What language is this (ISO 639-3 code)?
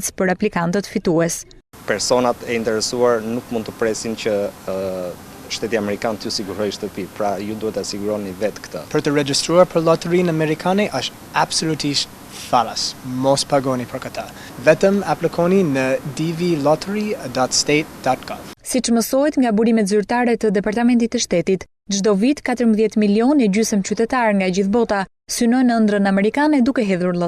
sqi